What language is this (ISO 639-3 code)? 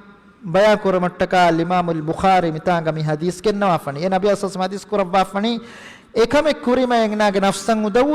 div